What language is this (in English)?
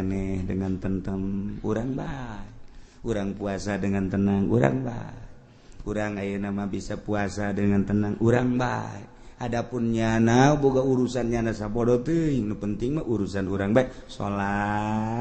Sundanese